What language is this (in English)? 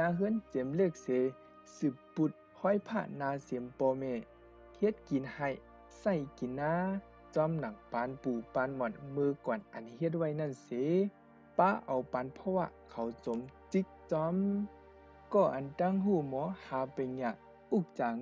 Shan